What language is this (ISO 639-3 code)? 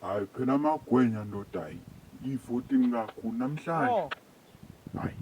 zul